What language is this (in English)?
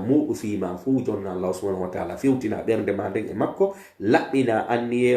Pular